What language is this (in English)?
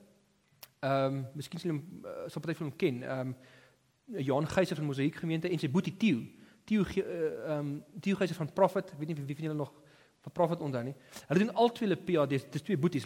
Afrikaans